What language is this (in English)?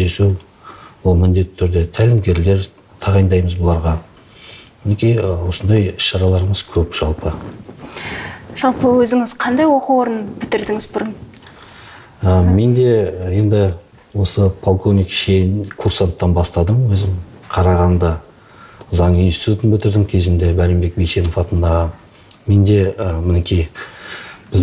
Kazakh